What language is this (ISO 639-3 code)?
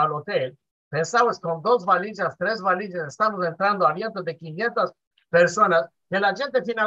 lad